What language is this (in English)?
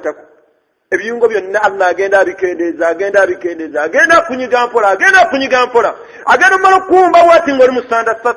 Ganda